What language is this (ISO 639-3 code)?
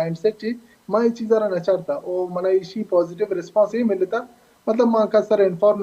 bal